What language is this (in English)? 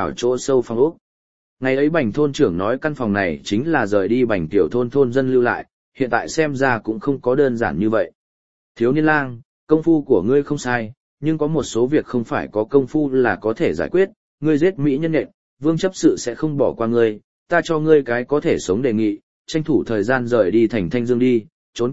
Vietnamese